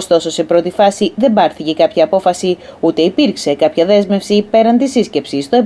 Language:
Greek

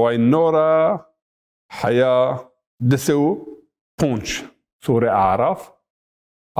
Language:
Zaza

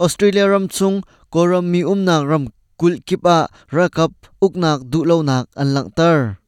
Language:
Hakha Chin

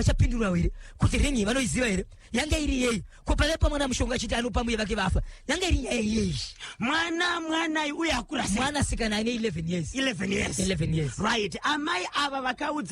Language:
Shona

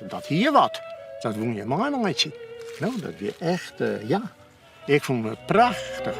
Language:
Western Frisian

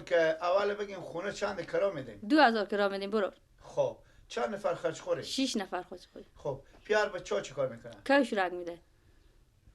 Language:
Persian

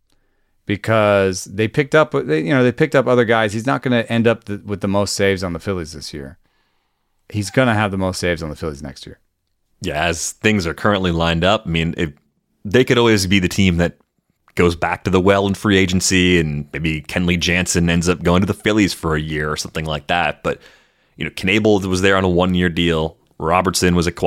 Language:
English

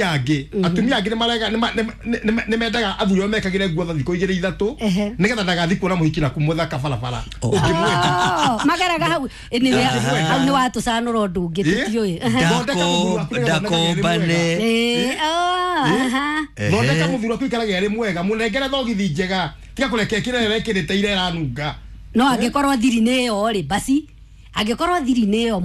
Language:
Kikuyu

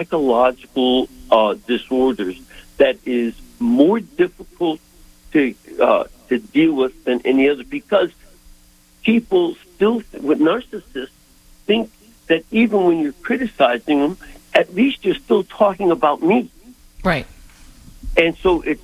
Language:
English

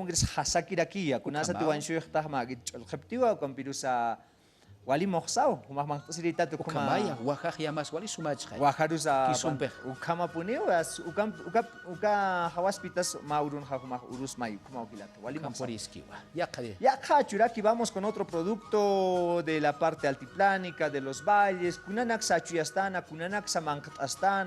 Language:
Aymara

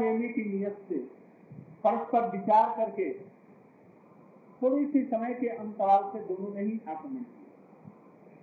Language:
Hindi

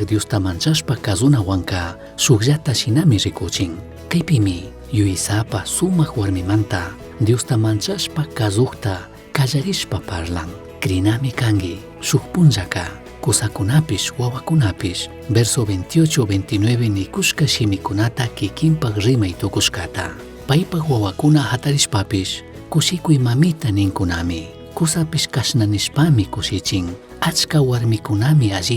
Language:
Chimborazo Highland Quichua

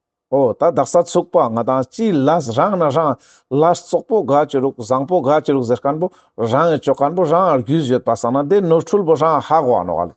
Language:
Ladakhi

